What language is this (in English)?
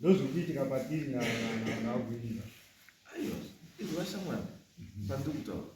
Shona